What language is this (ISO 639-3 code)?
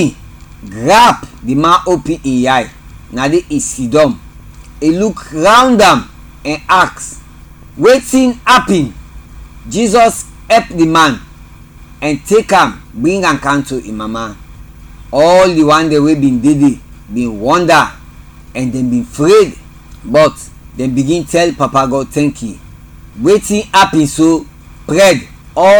kri